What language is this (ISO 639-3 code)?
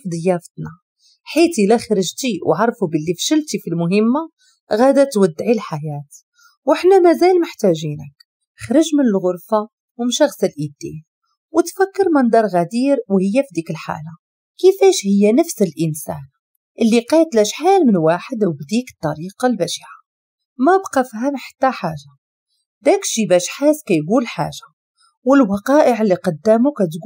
ary